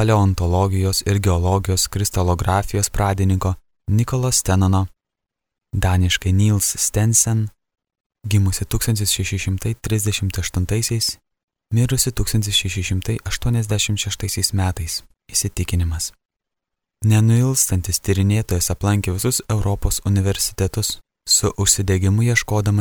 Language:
Lithuanian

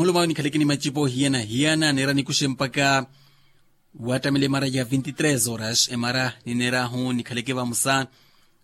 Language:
Makhuwa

